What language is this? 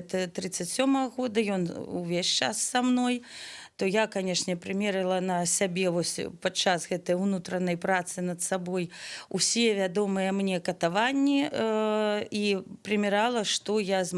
Belarusian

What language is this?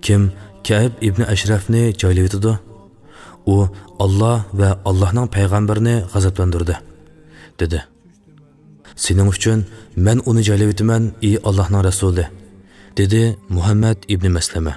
Uyghur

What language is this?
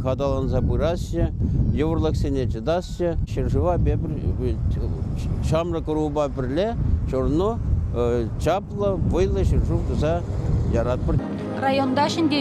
Chuvash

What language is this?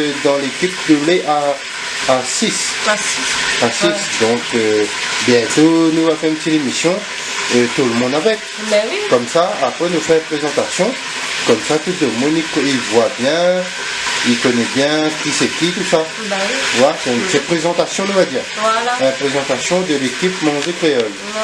Réunion Creole French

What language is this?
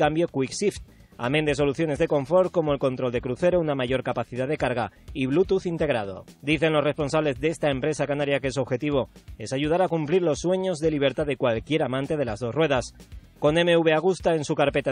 Spanish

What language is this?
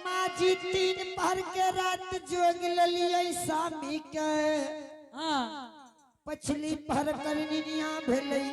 Angika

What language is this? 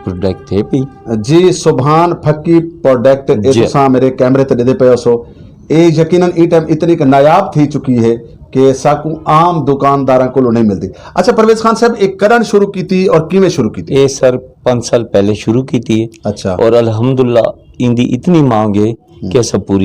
Saraiki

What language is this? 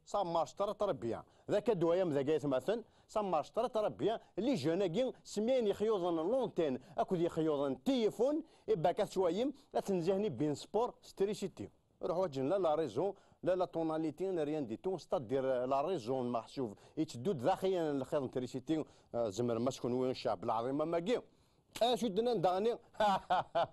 Kabyle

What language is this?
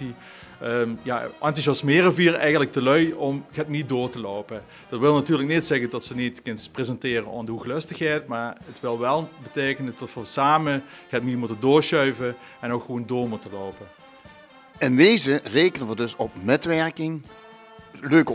Limburgish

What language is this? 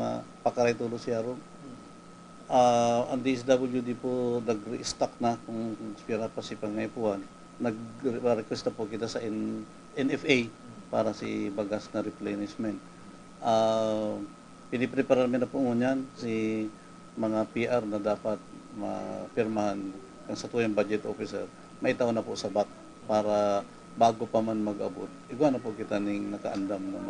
Bikol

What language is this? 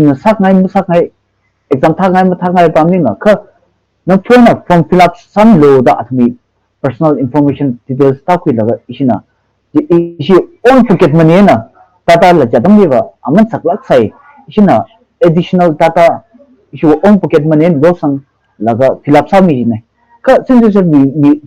Tangkhul Naga (India)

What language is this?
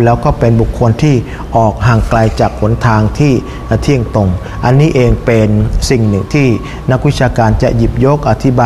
Thai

